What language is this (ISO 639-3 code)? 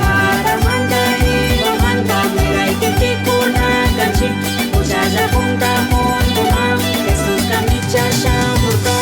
qug